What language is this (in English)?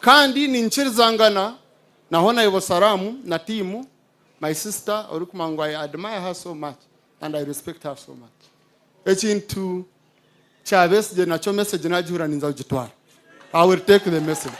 Nyankole